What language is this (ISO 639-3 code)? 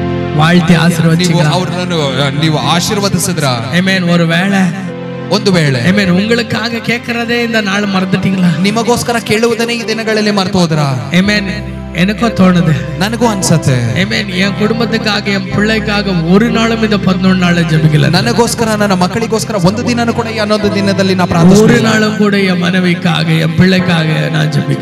tam